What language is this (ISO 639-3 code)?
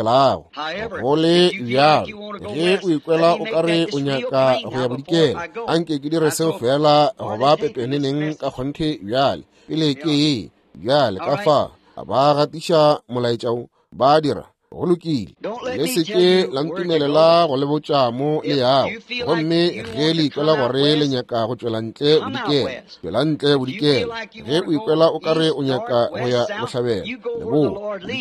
nso